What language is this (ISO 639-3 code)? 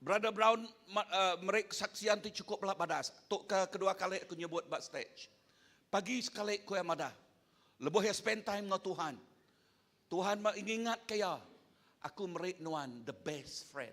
iba